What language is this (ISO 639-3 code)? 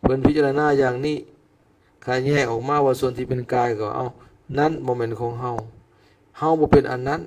lao